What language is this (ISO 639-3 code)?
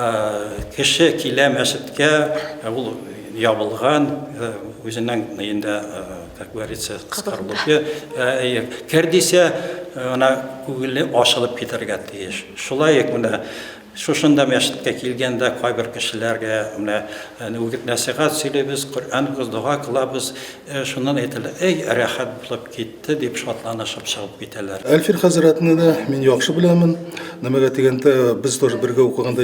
bak